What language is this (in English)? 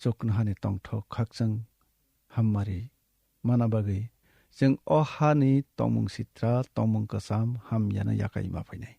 Kok Borok